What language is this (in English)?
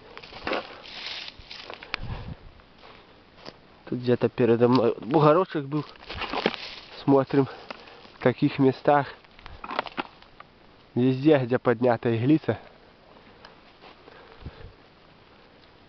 Russian